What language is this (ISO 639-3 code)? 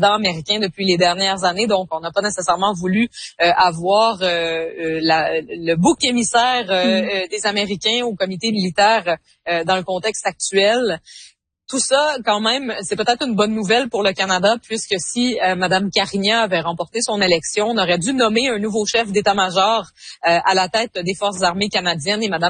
fra